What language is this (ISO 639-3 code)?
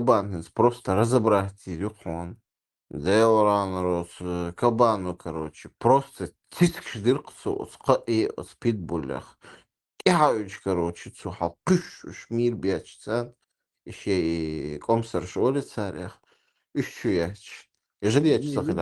che